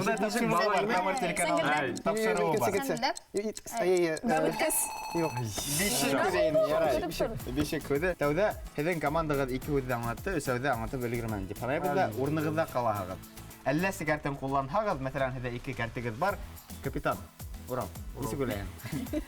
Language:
Bashkir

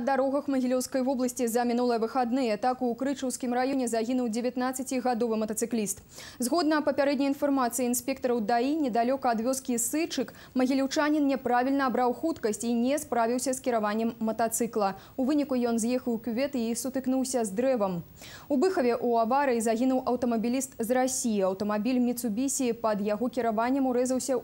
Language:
Belarusian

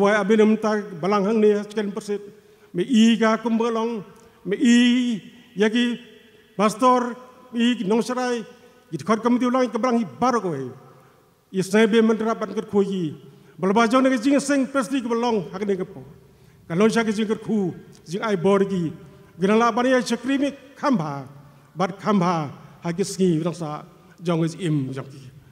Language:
Khasi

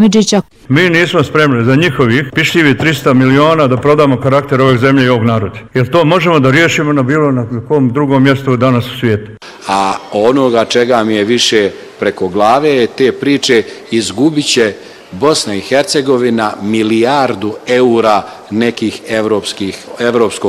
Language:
Bosnian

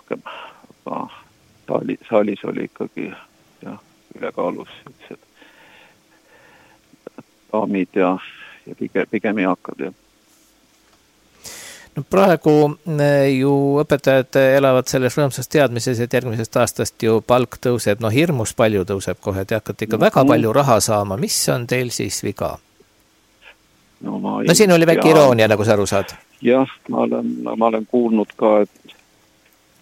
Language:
Estonian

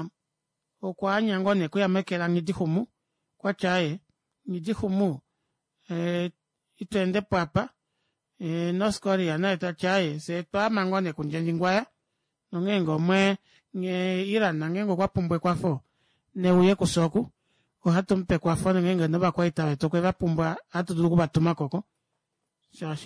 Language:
Kuanyama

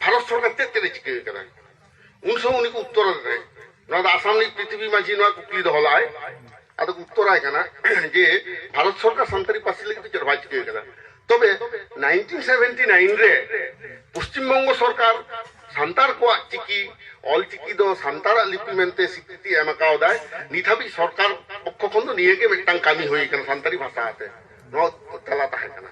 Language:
Santali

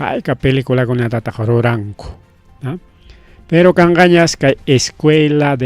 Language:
Ayacucho Quechua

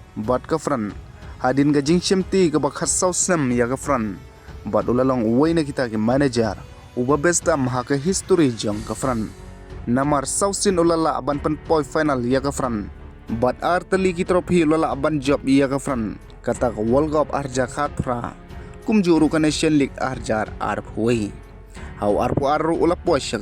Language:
Khasi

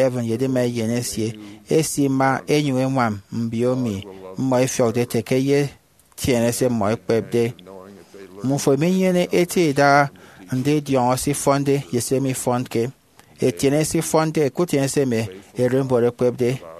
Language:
Efik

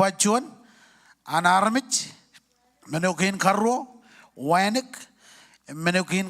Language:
Marshallese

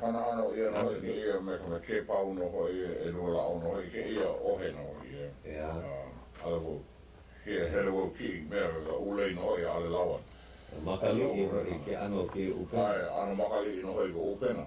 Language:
Hawaiian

